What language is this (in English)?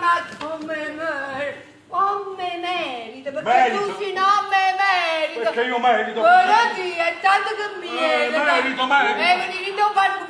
Neapolitan